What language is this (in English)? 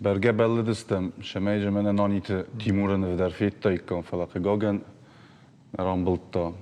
Ossetic